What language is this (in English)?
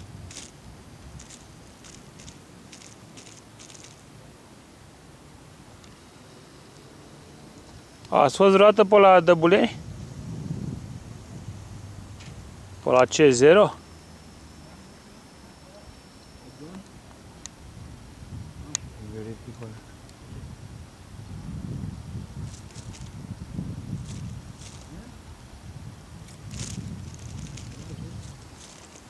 Romanian